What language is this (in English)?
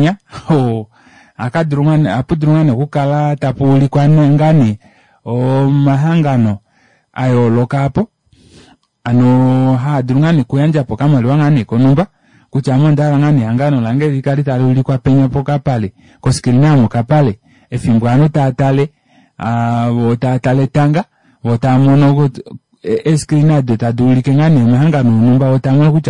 Kuanyama